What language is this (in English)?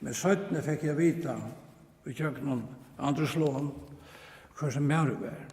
Faroese